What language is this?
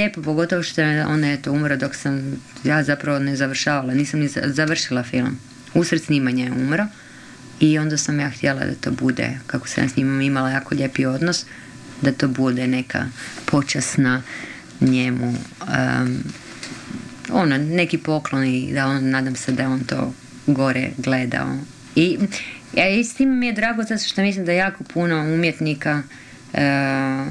Croatian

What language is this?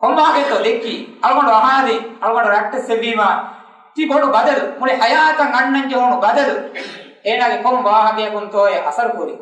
Divehi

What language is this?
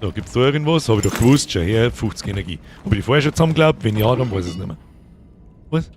Bavarian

